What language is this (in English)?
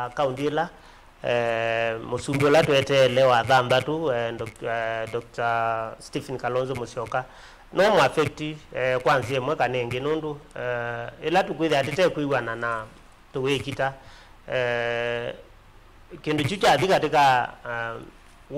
Kamba